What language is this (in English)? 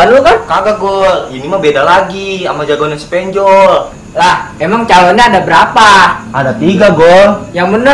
Betawi